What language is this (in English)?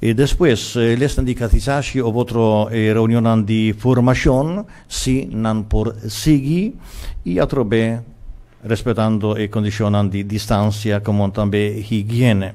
Papiamento